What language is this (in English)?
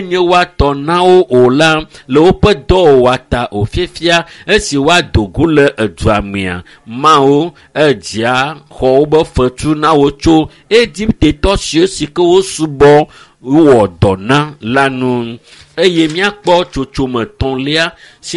Ewe